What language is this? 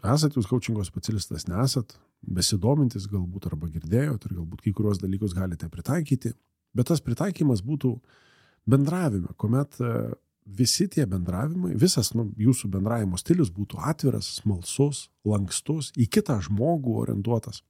Lithuanian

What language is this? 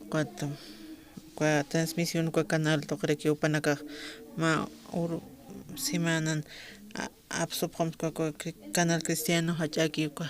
Aymara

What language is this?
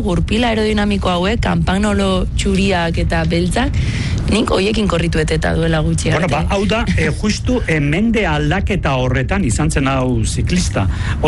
Basque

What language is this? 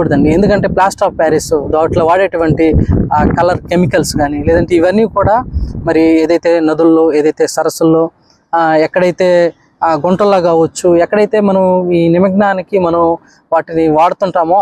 Telugu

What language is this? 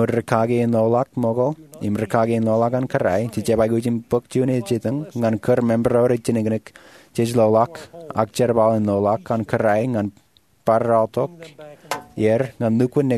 Marshallese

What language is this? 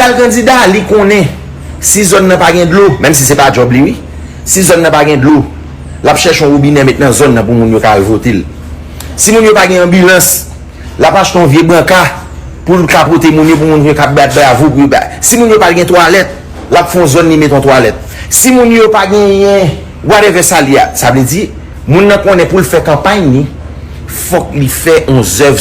Haitian Creole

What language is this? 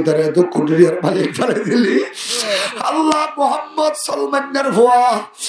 Rohingya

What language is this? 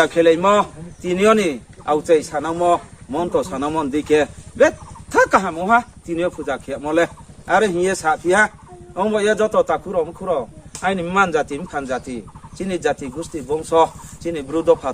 Riang (India)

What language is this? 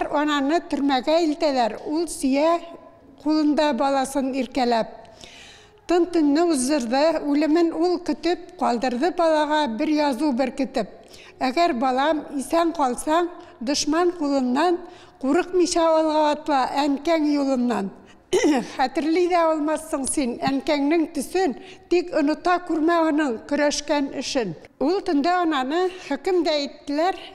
Tatar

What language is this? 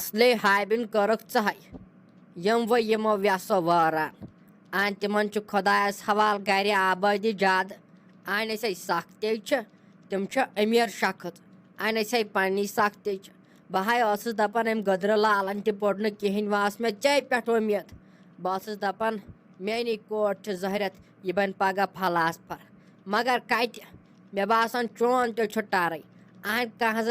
Kashmiri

